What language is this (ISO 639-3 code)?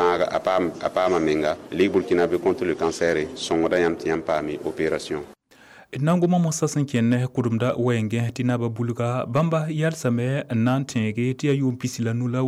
mos